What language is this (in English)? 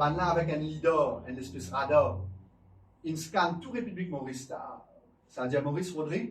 Morisyen